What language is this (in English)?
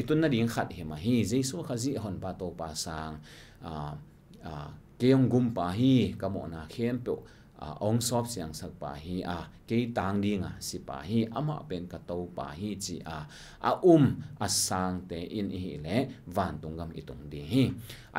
Tedim Chin